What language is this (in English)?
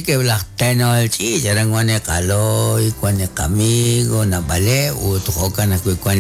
Kekchí